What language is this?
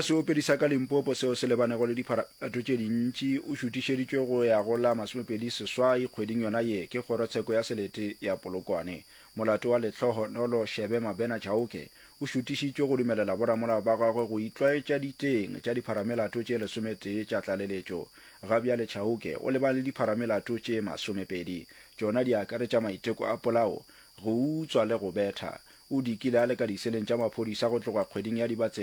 Northern Sotho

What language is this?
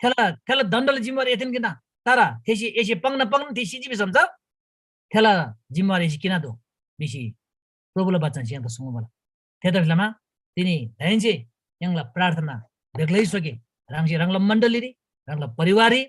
Eastern Tamang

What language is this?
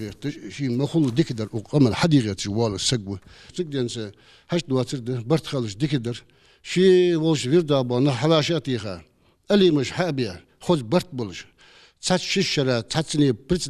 Ingush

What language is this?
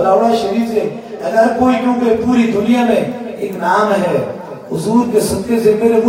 Urdu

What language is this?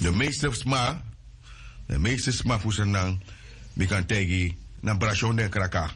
Sranan Tongo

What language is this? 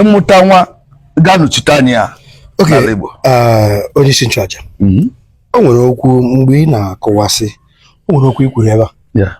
Igbo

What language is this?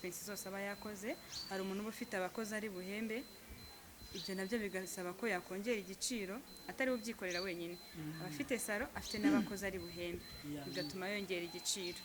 Kinyarwanda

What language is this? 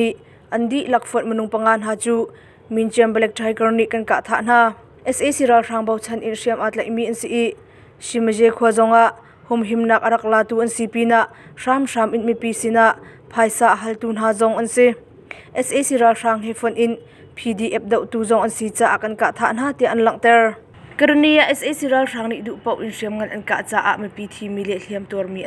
Hakha Chin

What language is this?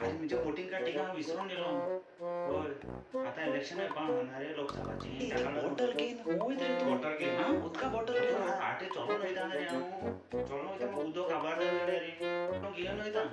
Konkani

